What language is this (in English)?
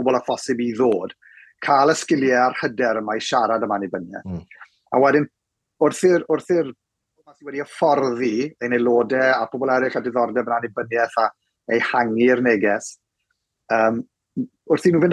Welsh